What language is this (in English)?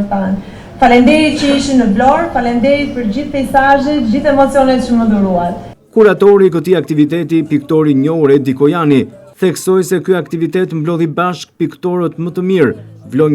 Albanian